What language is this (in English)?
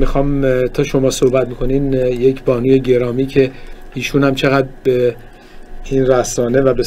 Persian